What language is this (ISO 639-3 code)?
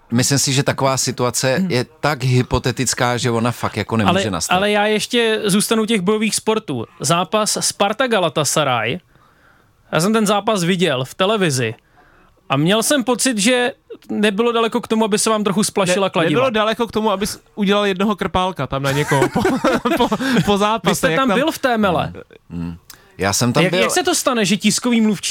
ces